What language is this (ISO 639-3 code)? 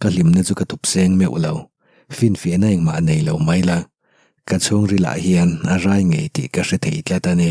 lus